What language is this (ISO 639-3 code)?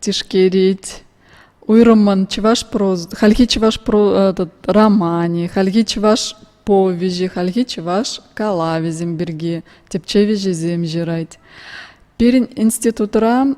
chv